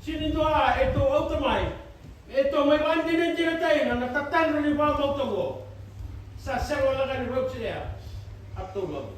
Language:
Fijian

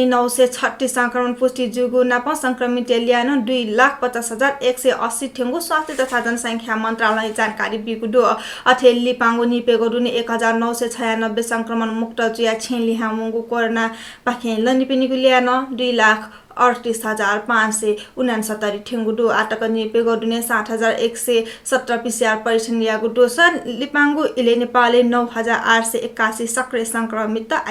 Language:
Newari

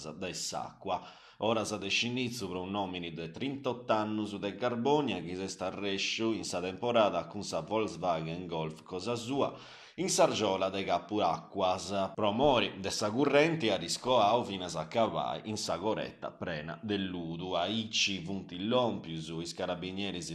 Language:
Sardinian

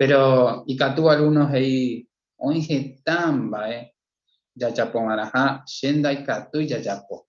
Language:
Guarani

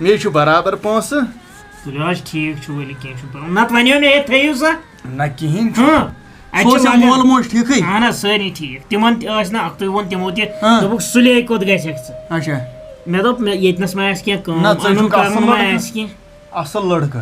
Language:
Kashmiri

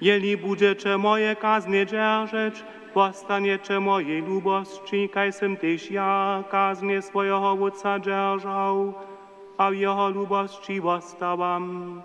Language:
Upper Sorbian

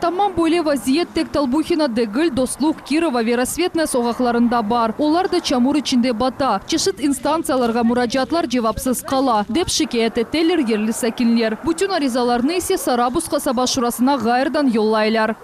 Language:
Crimean Tatar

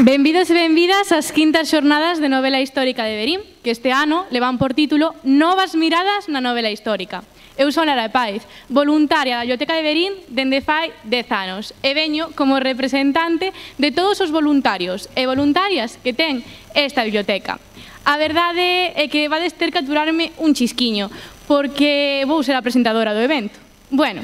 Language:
Galician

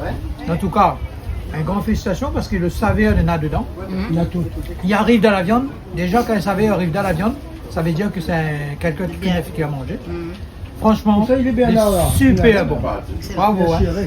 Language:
Réunion Creole French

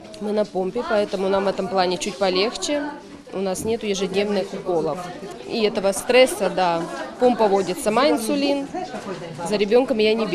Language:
Crimean Tatar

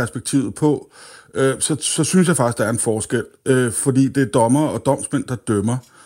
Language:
Danish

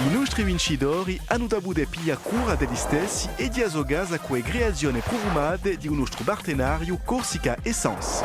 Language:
Corsican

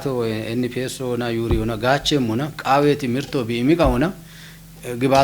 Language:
Kafa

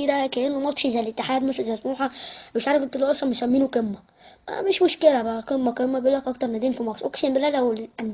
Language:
Egyptian Arabic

